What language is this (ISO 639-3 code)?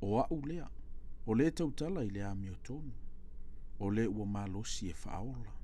smo